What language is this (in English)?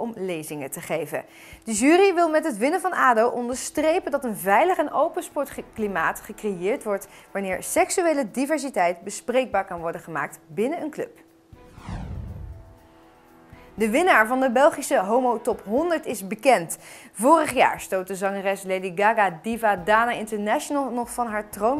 Dutch